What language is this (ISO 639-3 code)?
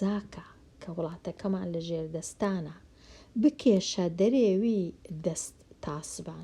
ckb